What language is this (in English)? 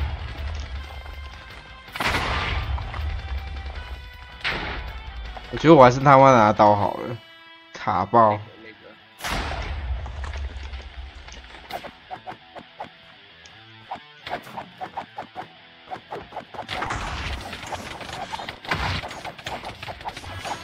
Chinese